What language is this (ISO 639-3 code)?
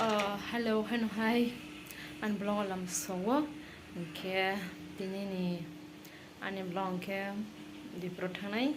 trp